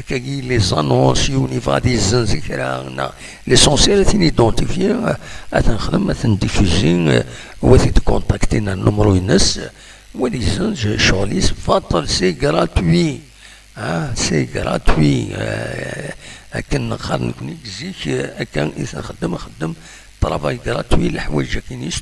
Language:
Kabyle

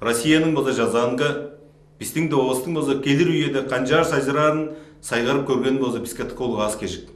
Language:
Tuvinian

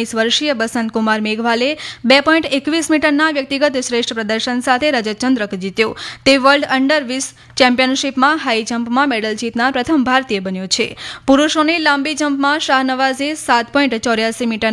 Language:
Gujarati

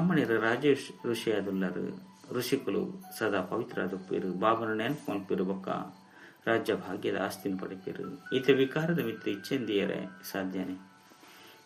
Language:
Tulu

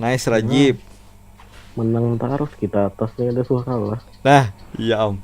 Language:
Banjar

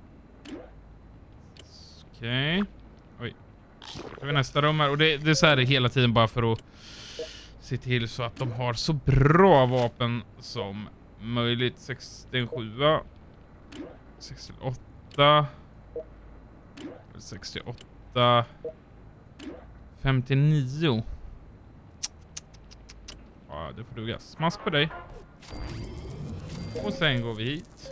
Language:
Swedish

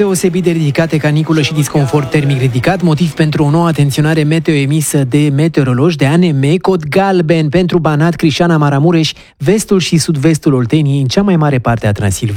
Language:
Romanian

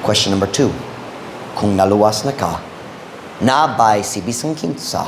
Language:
Cebuano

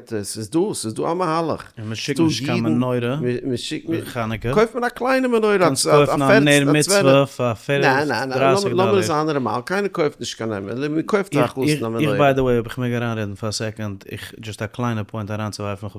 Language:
Yiddish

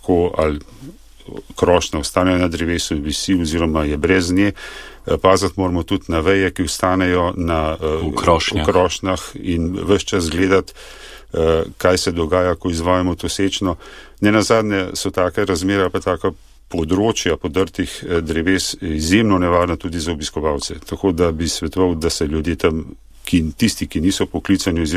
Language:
Slovenian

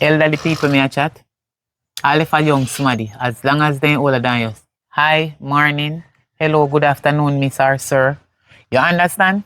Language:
Jamaican Creole English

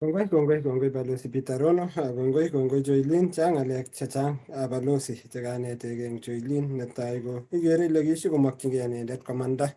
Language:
Kalenjin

